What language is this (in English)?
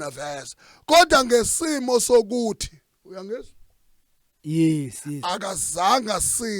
Zulu